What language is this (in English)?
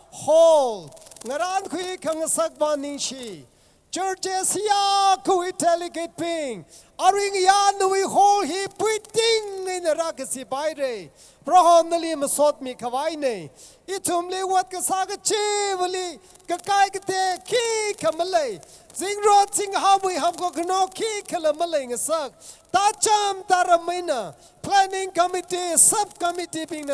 Tangkhul Naga (India)